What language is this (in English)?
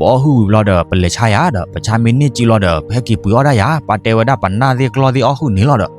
S'gaw Karen